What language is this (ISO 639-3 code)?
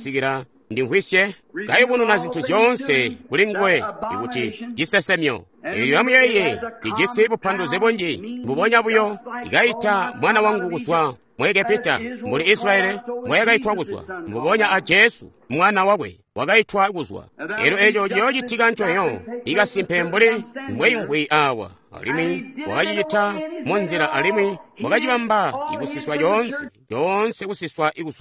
toi